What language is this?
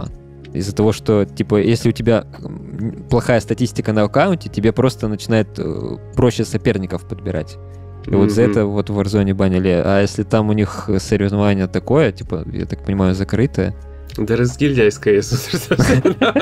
Russian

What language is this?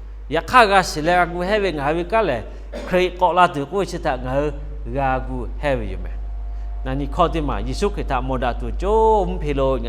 Lahu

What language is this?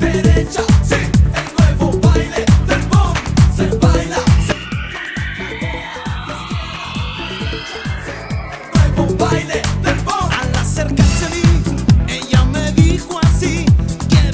Spanish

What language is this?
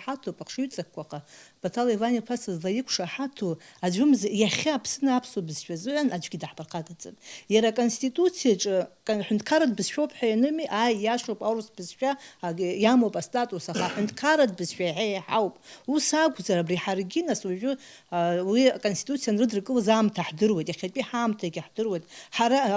Abkhazian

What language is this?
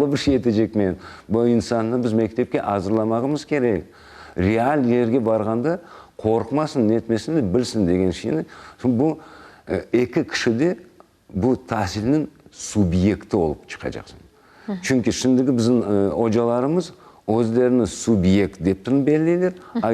Crimean Tatar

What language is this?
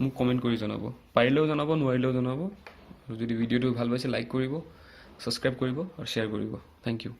Assamese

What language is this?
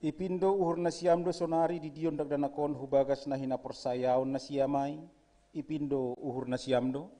Batak Simalungun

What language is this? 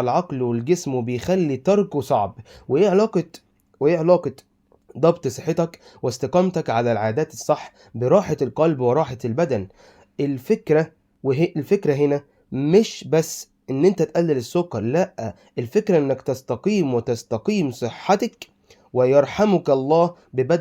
Egyptian Arabic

